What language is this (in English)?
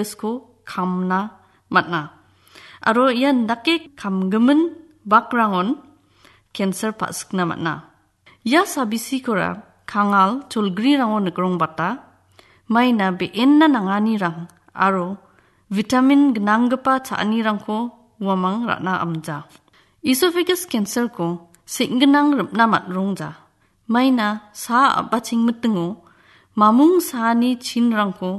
Garo